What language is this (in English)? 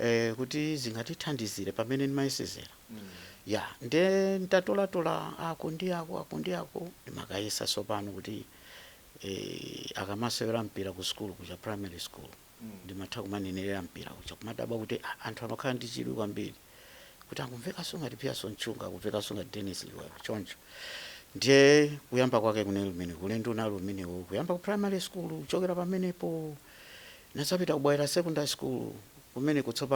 Nyanja